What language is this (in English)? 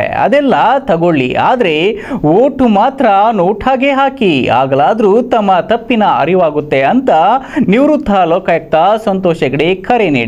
Kannada